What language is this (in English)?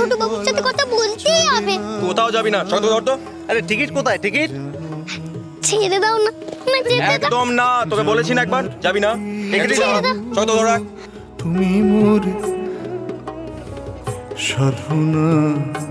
Bangla